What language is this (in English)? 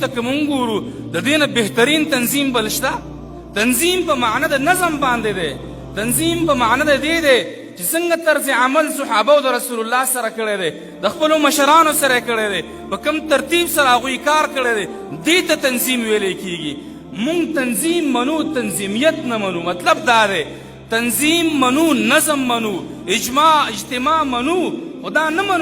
Pashto